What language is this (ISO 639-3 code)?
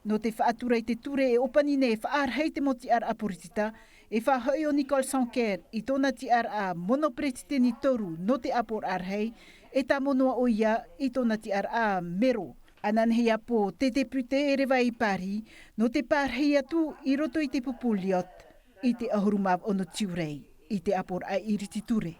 tah